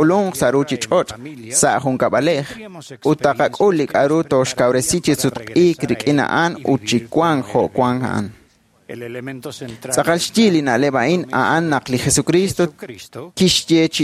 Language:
Kekchí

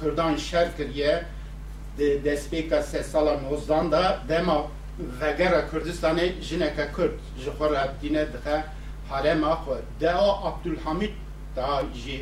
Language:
Kurdish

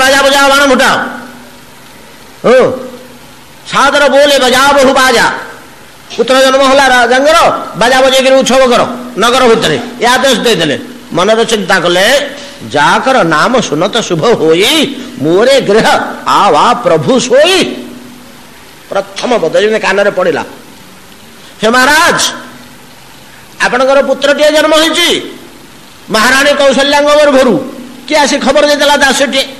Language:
Odia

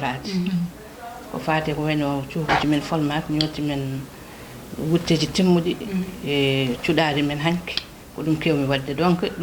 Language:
Fula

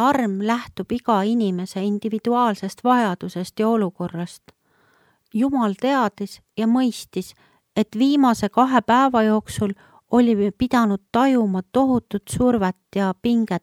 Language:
Estonian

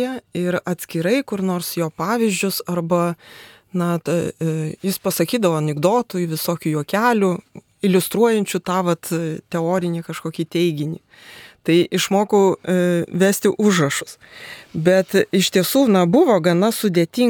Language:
Lithuanian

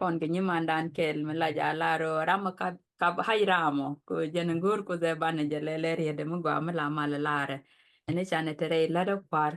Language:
Nuer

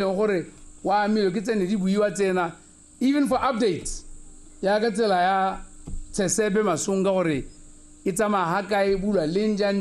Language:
Tswana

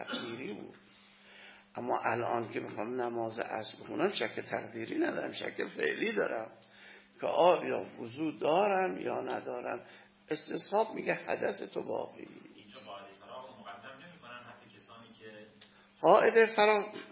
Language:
Persian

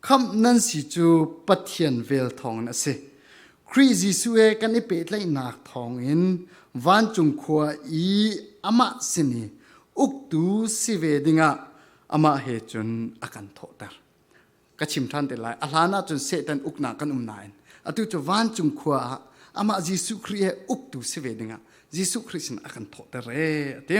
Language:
Falam Chin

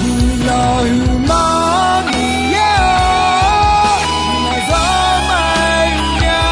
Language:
Akha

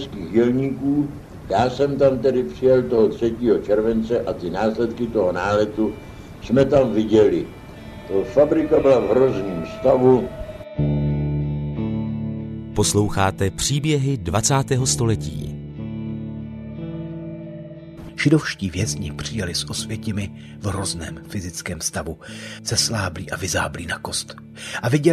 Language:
Czech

